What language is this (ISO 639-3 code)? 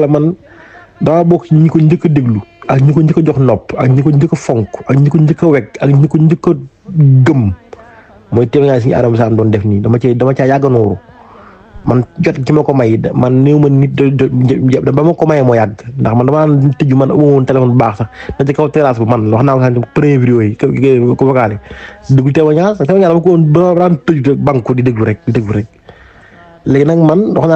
wol